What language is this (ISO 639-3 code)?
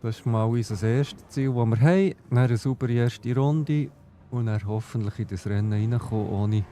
gsw